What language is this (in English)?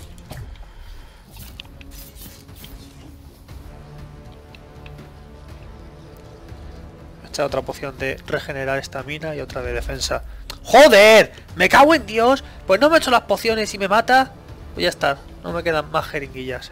Spanish